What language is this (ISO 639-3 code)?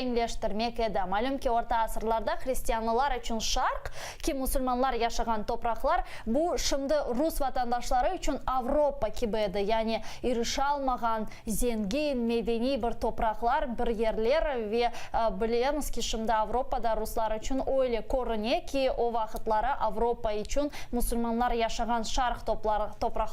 crh